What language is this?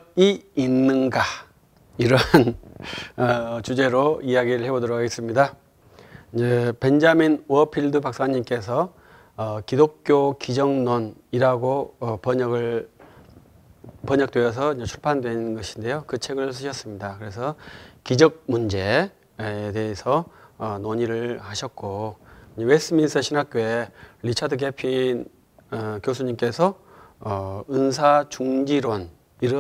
Korean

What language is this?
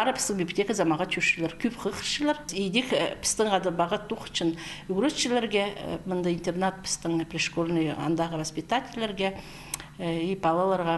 Khakas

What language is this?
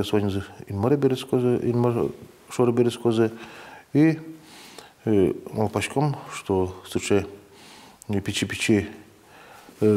Udmurt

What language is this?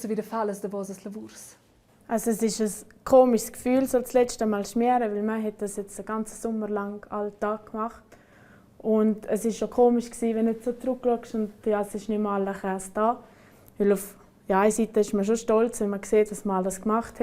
Romansh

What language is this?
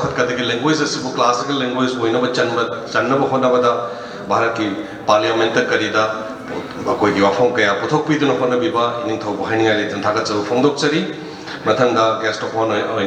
Manipuri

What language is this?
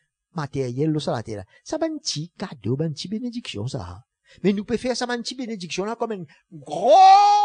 Morisyen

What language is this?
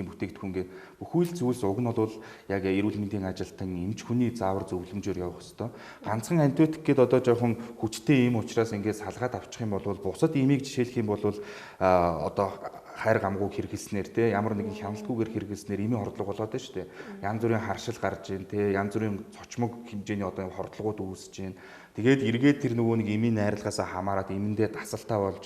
Mongolian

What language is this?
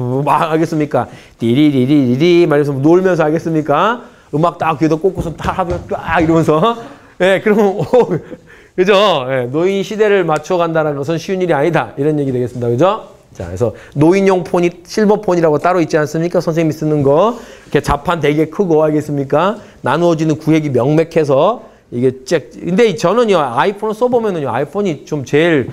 Korean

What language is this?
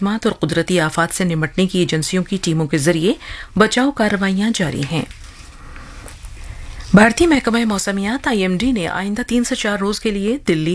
Urdu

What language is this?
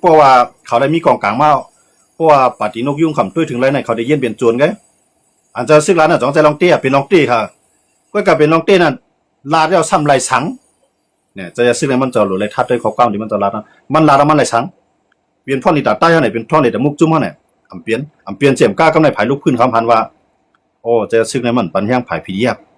Shan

